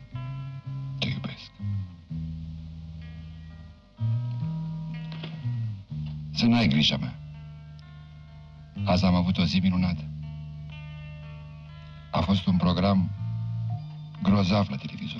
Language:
Romanian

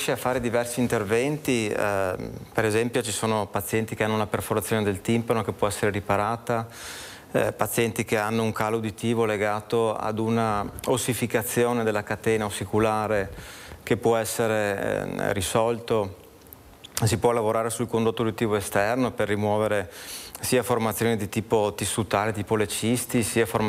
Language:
Italian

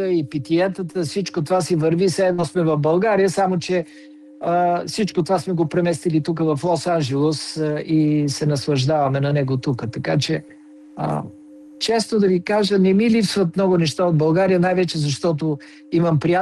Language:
Bulgarian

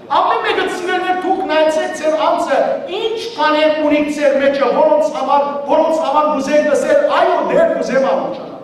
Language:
Western Armenian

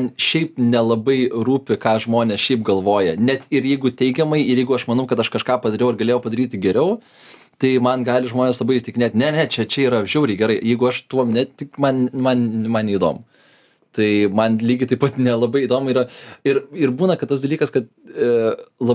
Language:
Lithuanian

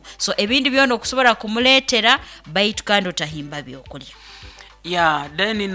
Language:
Nyankole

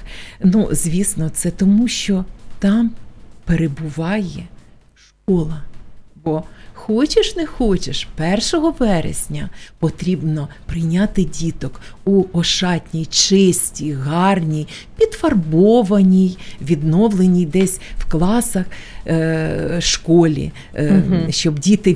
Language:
Ukrainian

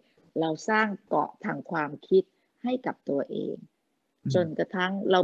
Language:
Thai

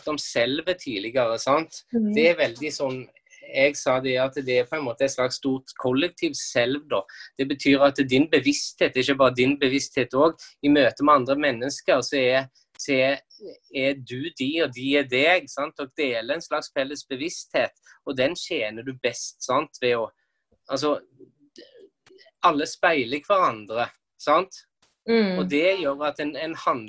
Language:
Norwegian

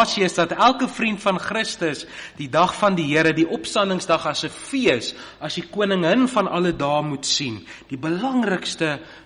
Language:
Afrikaans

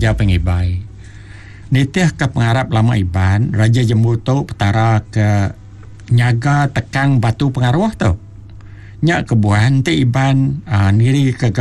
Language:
Iban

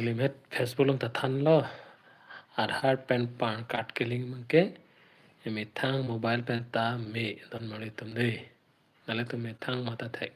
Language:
Karbi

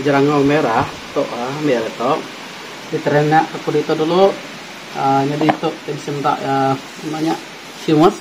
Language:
Iban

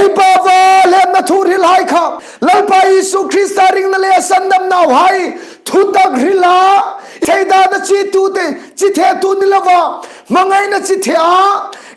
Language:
Hmar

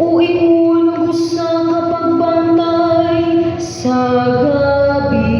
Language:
Cebuano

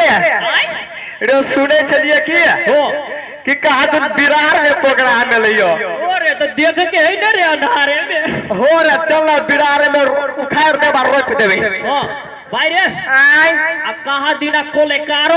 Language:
Maithili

